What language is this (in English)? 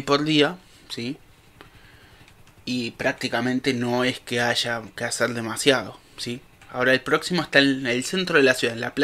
Spanish